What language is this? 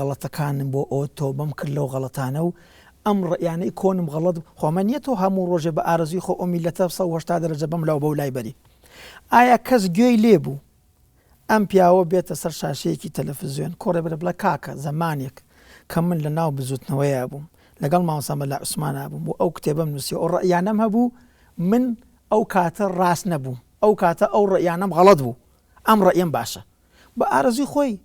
Central Kurdish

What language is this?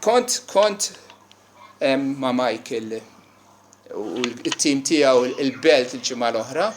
Maltese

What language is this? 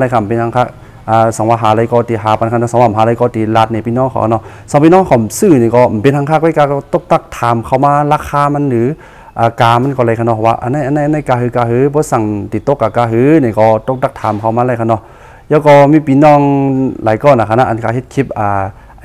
Shan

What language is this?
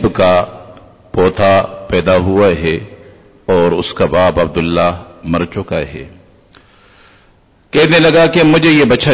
Urdu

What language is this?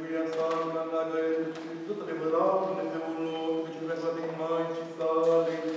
Romanian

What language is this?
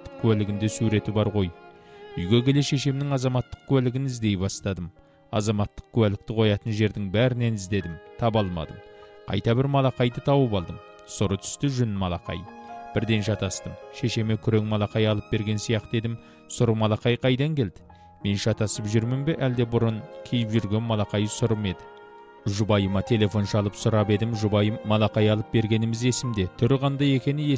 Kazakh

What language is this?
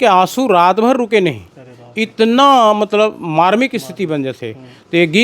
Chhattisgarhi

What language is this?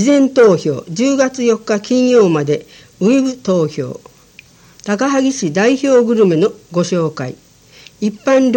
Japanese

